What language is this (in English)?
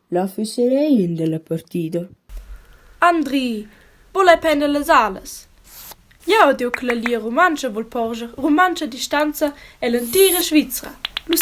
Romansh